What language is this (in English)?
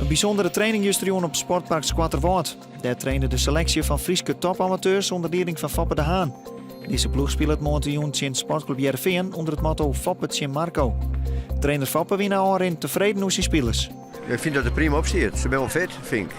Western Frisian